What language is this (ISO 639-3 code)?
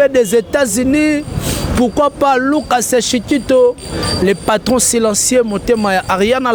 lin